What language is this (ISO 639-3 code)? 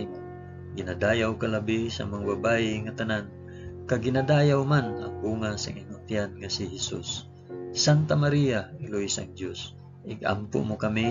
hil